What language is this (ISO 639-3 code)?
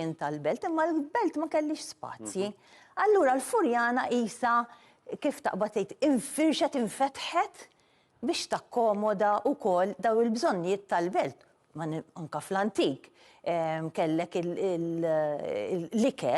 mlt